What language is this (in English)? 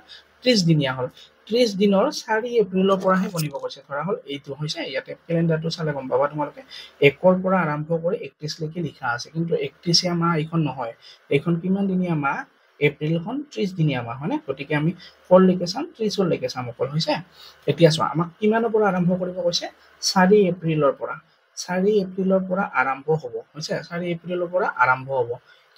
Assamese